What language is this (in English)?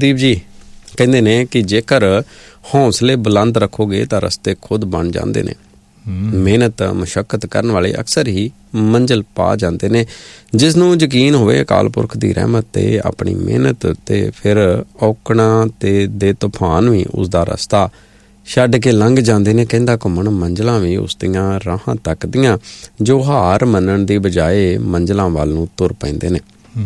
Punjabi